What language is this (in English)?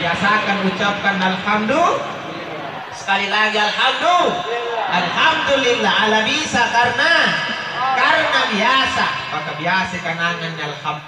Makasar